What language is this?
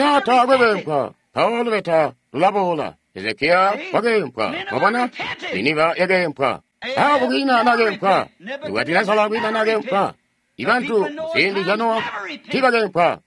Tonga (Zambia)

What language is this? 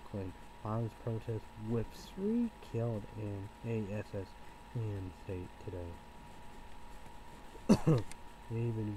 English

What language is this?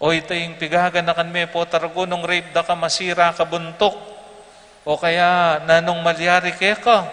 Pampanga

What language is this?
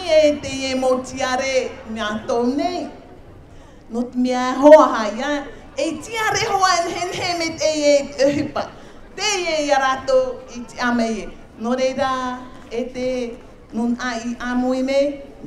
Tahitian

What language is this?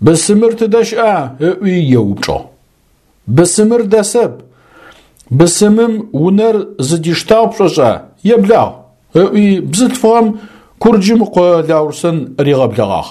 Adyghe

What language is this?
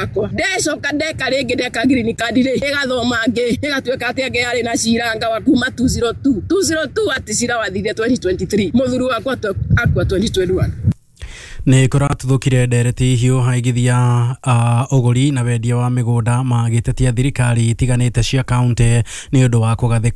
Kikuyu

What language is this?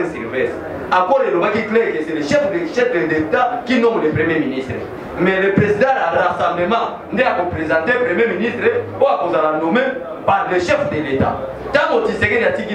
Lingala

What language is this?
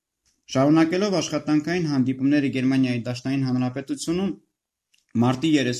Armenian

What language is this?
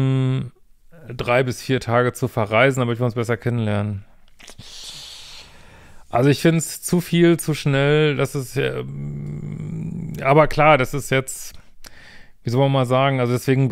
German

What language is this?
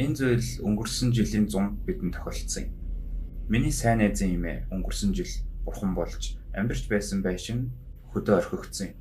Mongolian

